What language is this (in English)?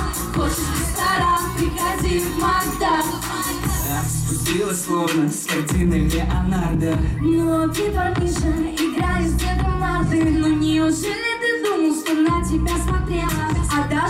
Russian